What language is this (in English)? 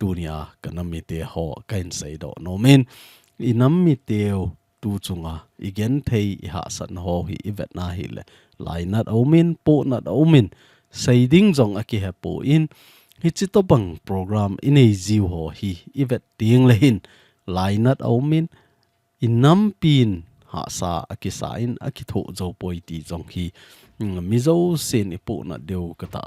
Thado Chin